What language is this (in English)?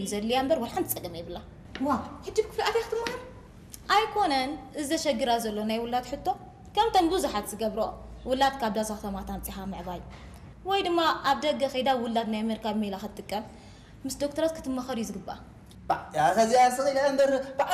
Tigrinya